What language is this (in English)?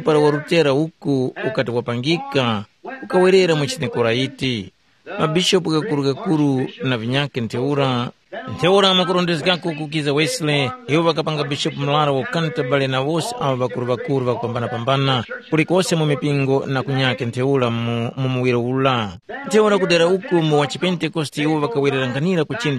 Tumbuka